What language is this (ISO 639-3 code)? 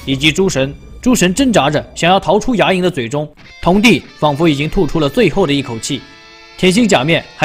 zho